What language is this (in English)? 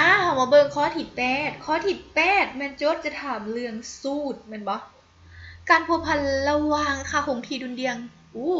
Lao